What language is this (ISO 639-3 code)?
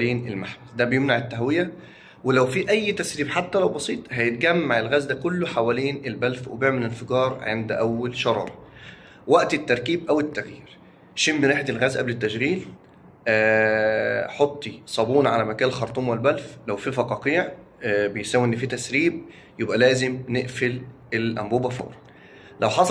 arz